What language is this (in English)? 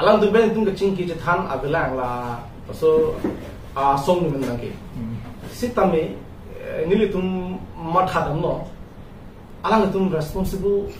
Karbi